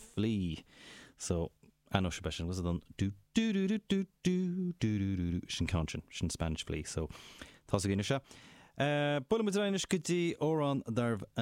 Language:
Irish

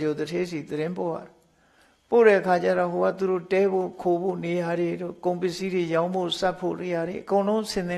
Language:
Burmese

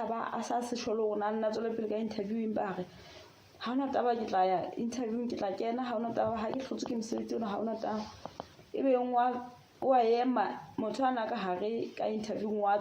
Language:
Southern Sotho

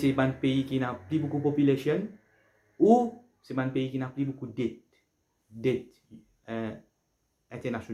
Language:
Morisyen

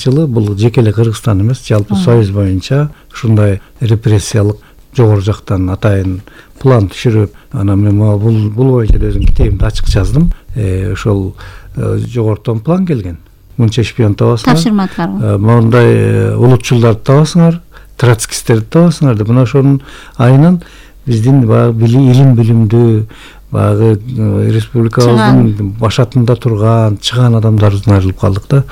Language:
Kyrgyz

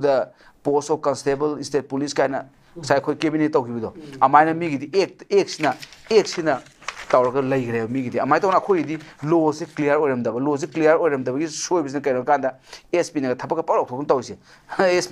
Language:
Manipuri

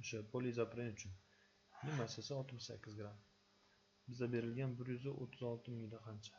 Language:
Uzbek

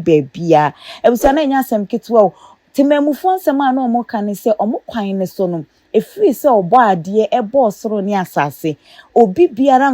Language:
Akan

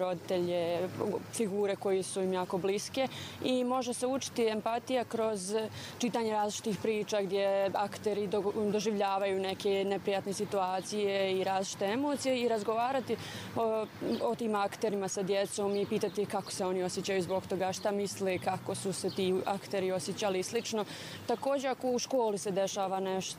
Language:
Bosnian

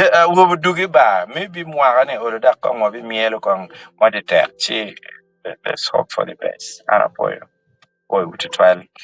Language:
Acoli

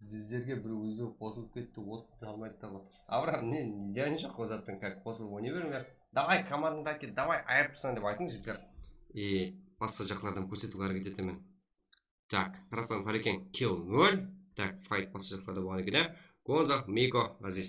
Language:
Kara-Kalpak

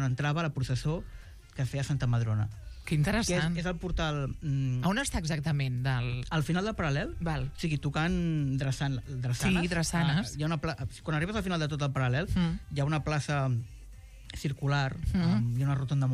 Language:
Catalan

